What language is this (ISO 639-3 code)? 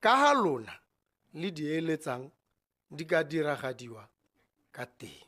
tsn